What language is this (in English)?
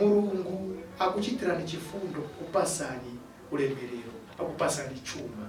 Nyanja